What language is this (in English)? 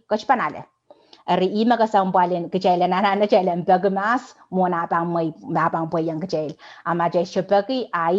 Pohnpeian